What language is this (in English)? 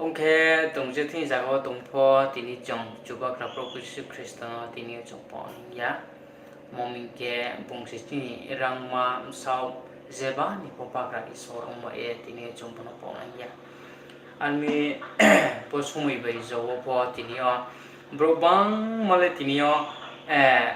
Riang (India)